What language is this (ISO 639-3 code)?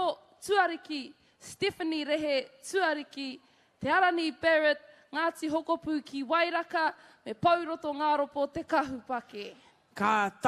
mri